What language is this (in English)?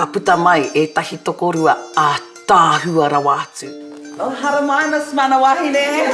Māori